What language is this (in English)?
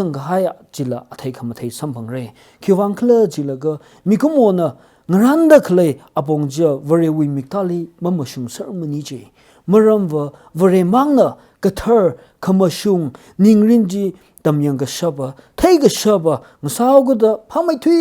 Tangkhul Naga (India)